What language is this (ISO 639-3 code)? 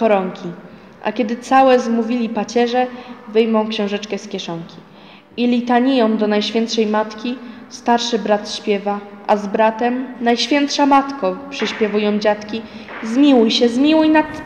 pol